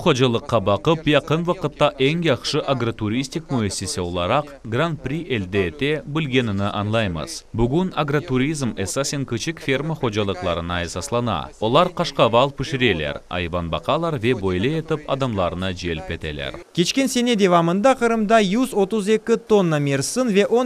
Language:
Crimean Tatar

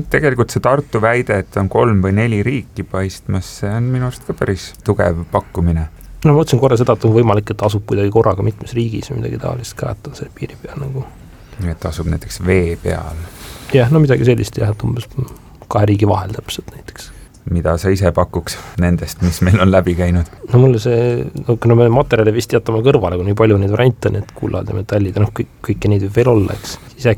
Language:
Estonian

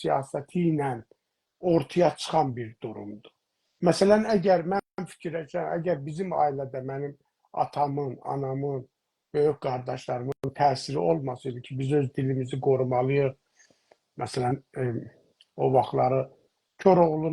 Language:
South Azerbaijani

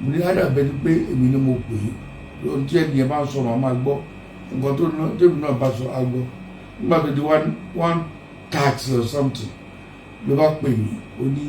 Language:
Yoruba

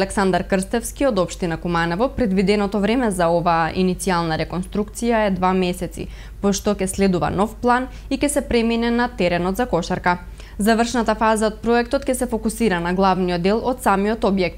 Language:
Macedonian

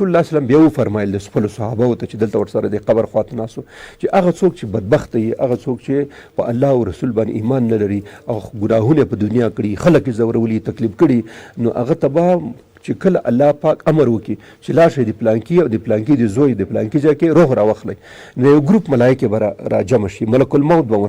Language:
Pashto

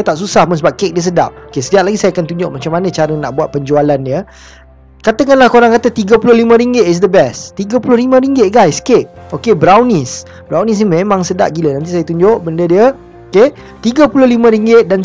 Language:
Malay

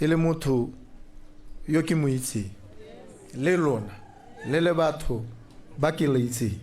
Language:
Tswana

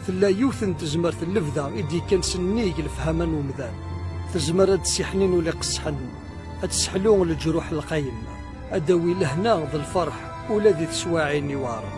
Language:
Kabyle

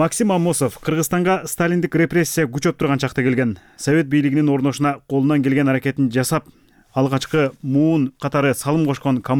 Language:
Kyrgyz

